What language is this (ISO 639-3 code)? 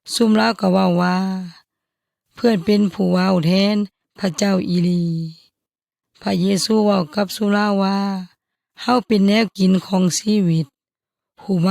yoy